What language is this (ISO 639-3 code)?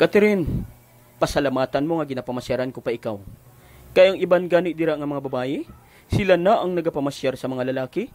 hil